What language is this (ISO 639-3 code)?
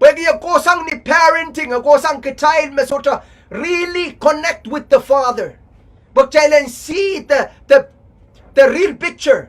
pon